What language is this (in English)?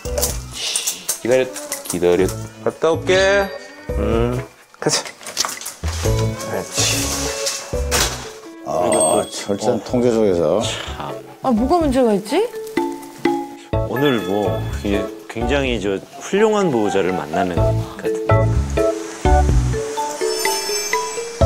Korean